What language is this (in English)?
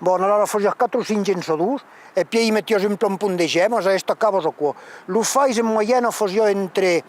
Occitan